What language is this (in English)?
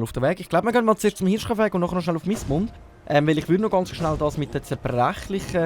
Swiss German